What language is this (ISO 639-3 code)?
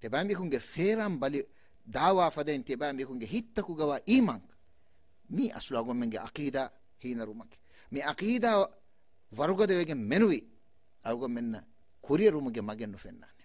div